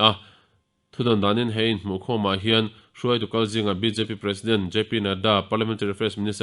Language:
Mizo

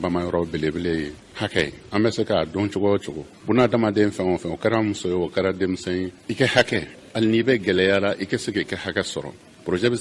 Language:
Bambara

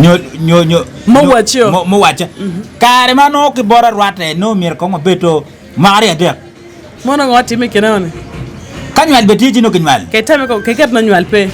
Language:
Acoli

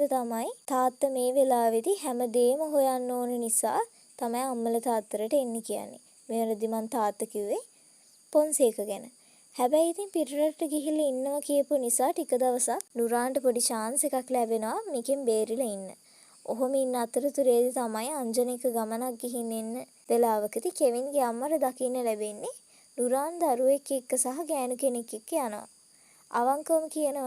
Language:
Sinhala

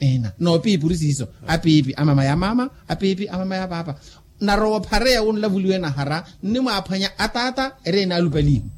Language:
Makhuwa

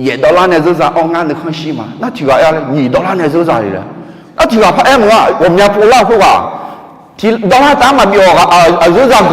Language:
Akha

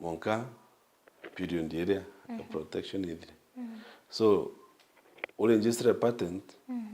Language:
Meru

